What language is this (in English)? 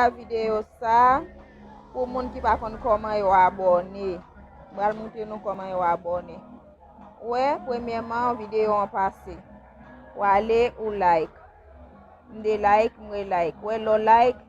Haitian Creole